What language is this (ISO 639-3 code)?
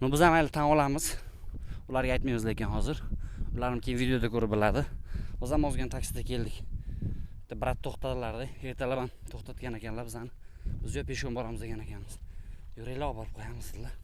uzb